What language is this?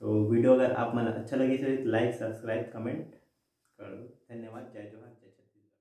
Chhattisgarhi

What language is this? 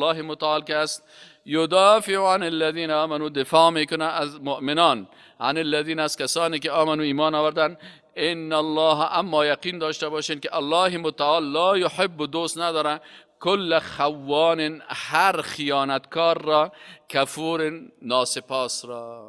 Persian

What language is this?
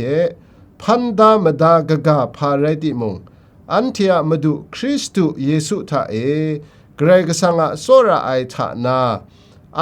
Kachin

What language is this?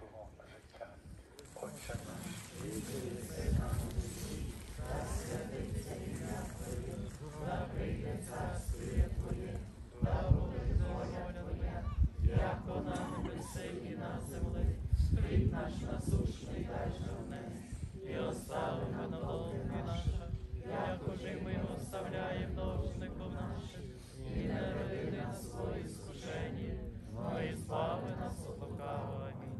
Ukrainian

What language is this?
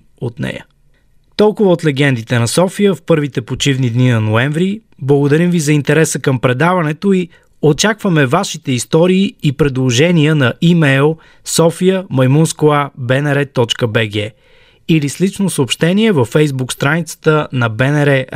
Bulgarian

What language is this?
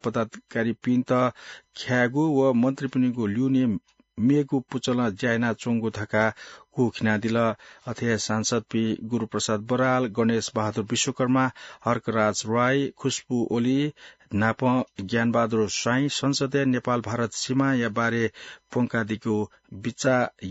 Newari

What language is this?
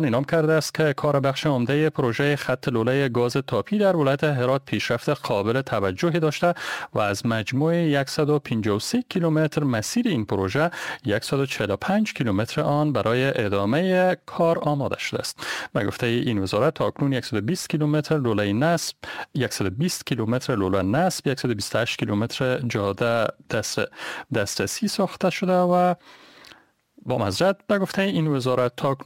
Persian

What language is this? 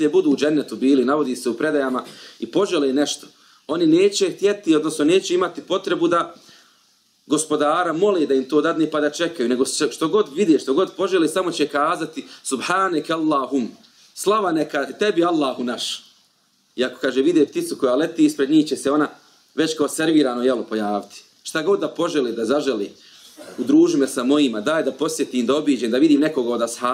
Bosnian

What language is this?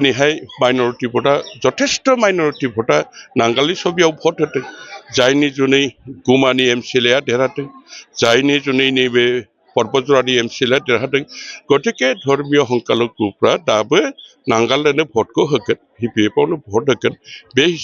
Bodo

